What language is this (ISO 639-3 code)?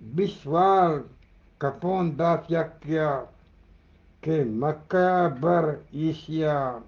bgp